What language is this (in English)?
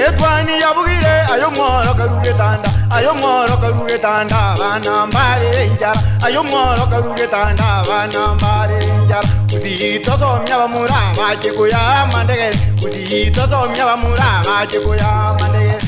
Gusii